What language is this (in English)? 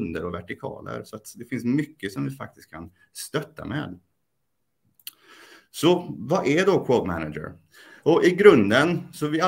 Swedish